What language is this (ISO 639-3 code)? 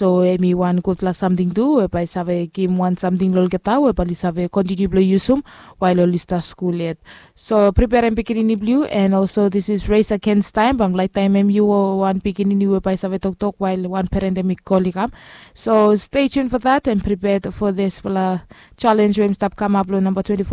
bis